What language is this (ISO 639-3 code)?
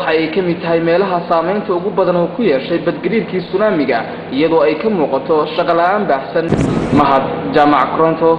som